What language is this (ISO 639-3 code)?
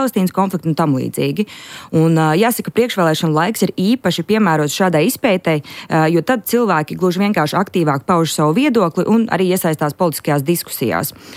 lav